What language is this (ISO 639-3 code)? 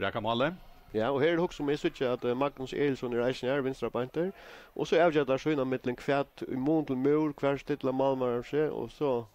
fao